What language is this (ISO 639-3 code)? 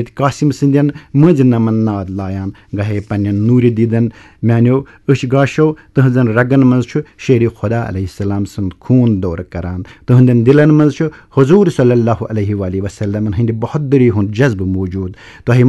kas